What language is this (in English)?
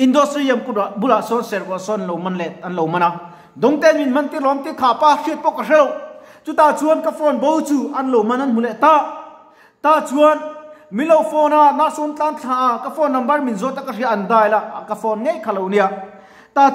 Mizo